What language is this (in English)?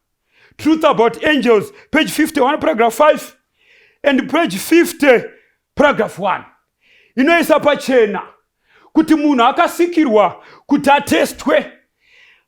Shona